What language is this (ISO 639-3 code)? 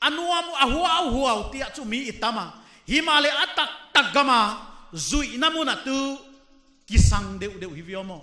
pck